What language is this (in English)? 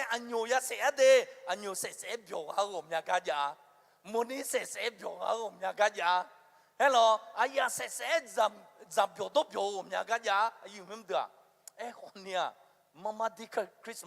Akha